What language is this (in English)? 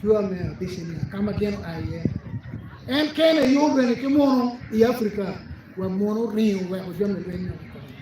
Acoli